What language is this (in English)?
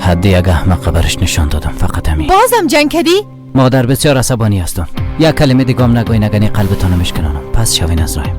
Persian